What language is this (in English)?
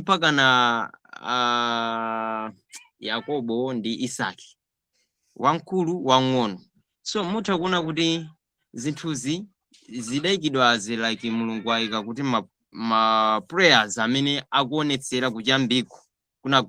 Nyanja